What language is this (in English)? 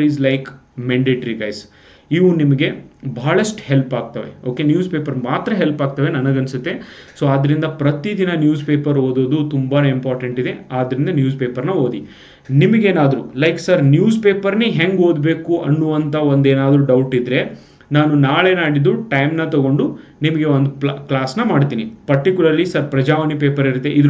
Kannada